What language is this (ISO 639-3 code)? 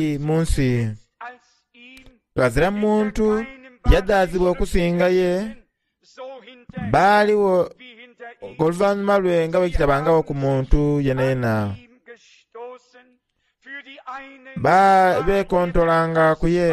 xog